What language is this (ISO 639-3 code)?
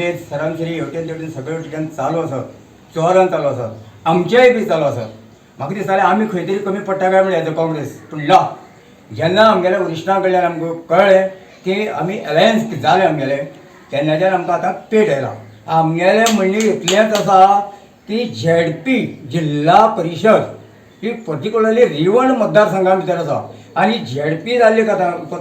kok